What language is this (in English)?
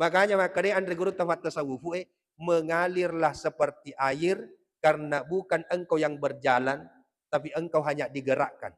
Buginese